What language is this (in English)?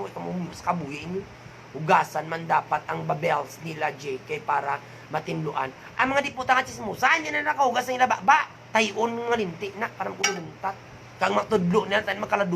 Hiligaynon